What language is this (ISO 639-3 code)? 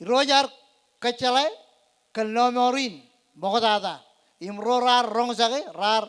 mah